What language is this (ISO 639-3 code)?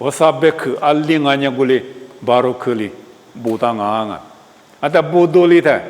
lis